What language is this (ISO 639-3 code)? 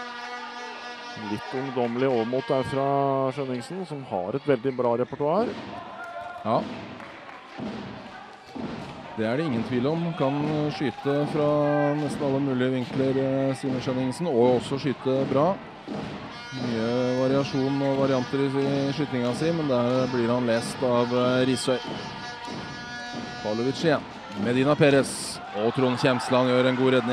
nor